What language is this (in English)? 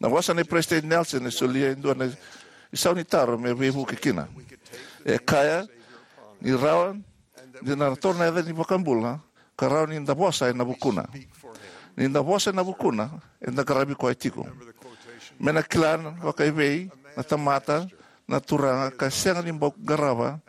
Fijian